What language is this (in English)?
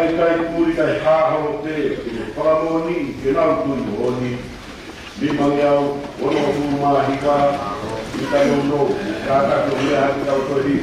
Tongan